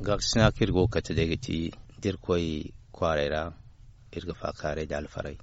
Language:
Zarma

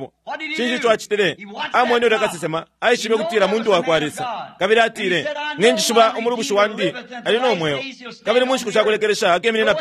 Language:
Bemba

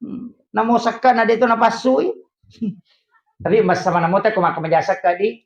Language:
Buginese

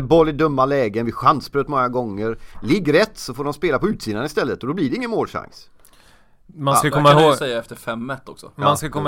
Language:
Swedish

